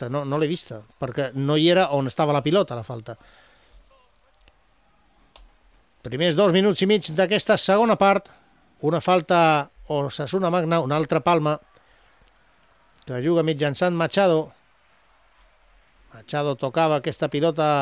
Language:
Catalan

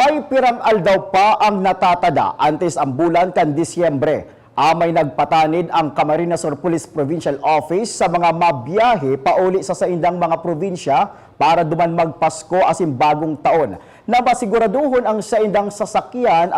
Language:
Bikol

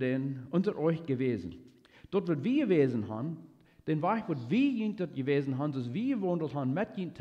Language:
Plautdietsch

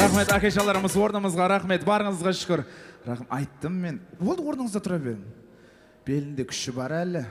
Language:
Kara-Kalpak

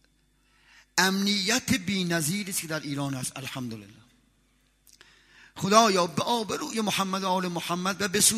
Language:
Persian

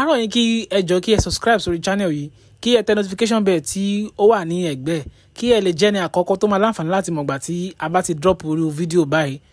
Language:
Yoruba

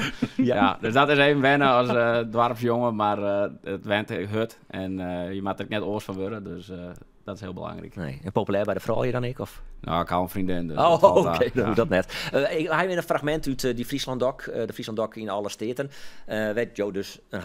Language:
Western Frisian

